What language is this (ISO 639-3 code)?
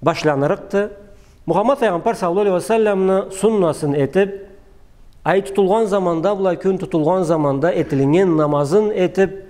krc